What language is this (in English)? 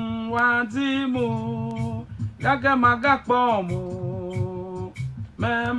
Ewe